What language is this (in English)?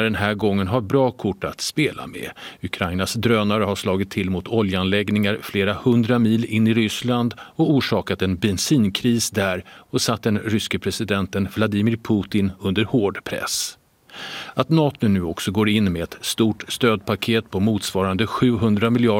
Swedish